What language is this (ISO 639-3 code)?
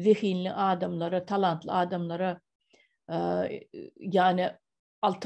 tuk